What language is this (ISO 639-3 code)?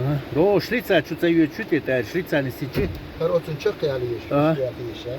che